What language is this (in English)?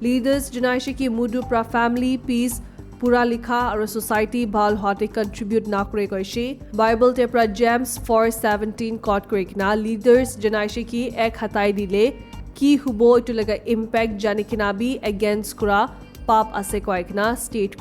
Naga Pidgin